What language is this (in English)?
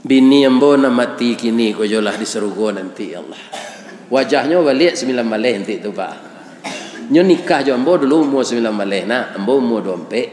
Minangkabau